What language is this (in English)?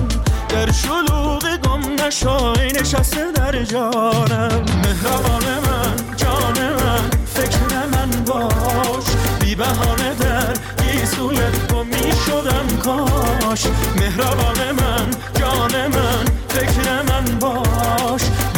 Persian